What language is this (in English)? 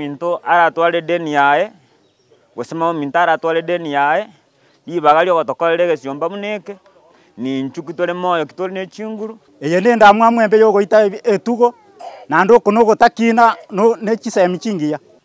Gusii